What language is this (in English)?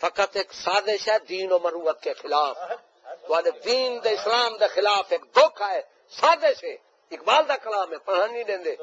Saraiki